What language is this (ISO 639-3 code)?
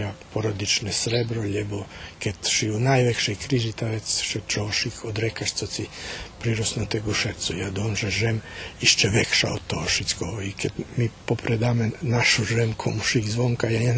rue